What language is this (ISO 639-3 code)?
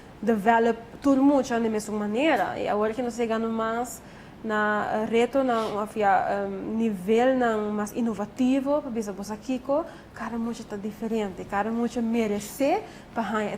pap